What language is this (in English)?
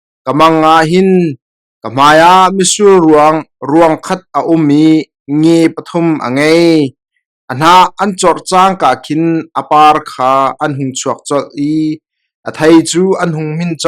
Hakha Chin